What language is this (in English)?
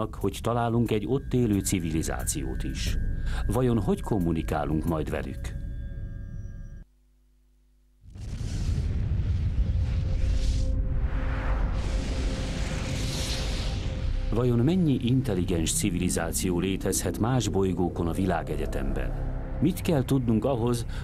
Hungarian